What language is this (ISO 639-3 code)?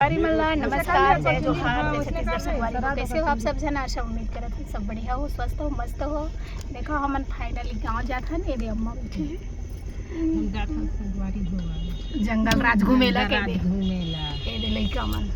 hne